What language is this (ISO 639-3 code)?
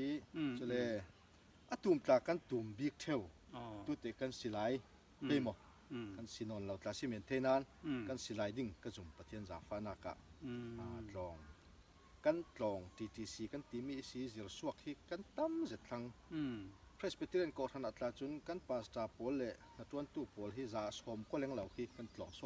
cfm